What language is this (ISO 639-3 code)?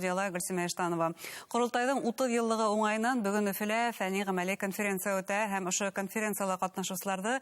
bak